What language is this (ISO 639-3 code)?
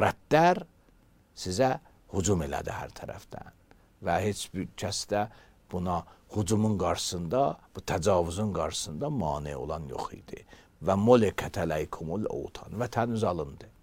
aze